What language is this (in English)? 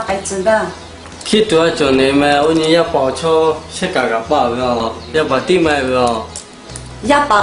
Lahu